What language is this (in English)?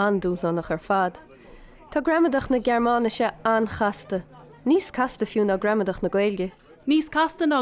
Irish